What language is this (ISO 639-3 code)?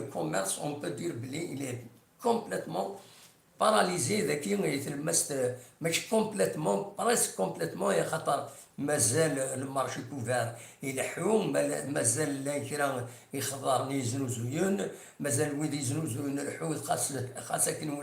kab